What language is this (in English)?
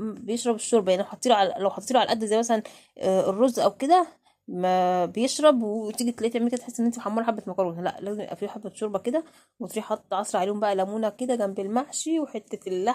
Egyptian Arabic